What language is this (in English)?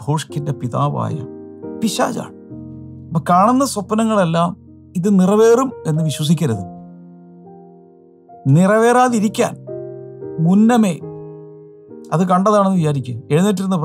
Malayalam